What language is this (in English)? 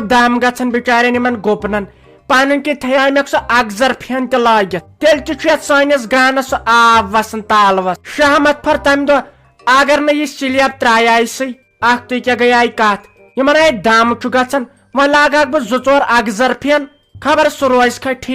Kashmiri